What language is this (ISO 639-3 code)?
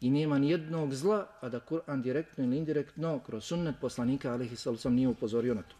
bos